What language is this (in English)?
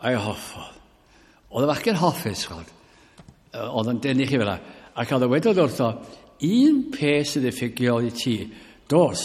Welsh